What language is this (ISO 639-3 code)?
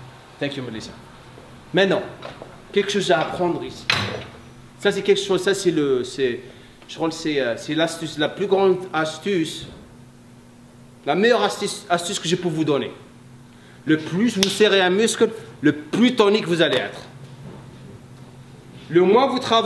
fra